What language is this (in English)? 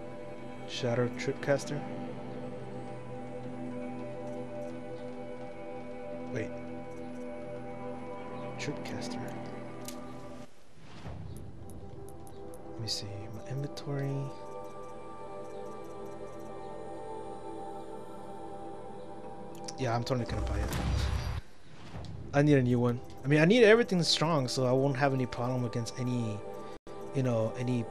English